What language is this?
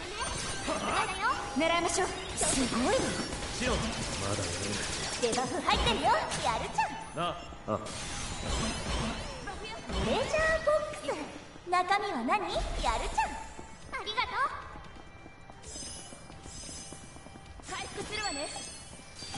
Japanese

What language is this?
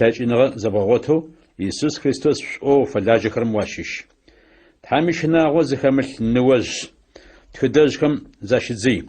Adyghe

